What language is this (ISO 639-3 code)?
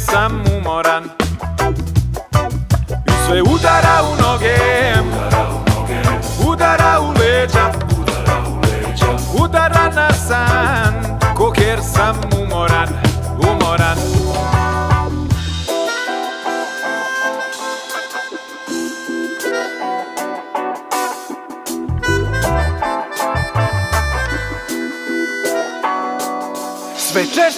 srp